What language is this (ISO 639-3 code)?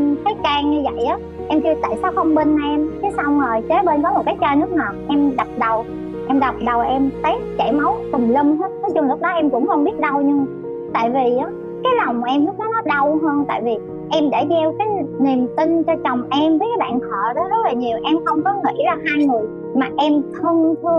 vie